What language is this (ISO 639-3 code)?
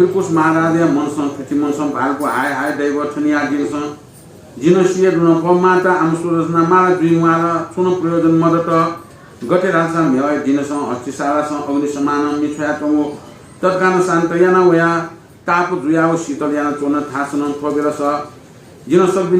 new